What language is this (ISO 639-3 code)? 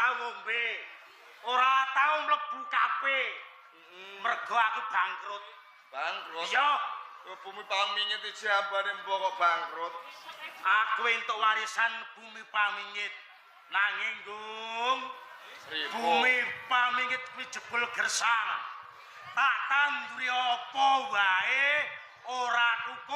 jav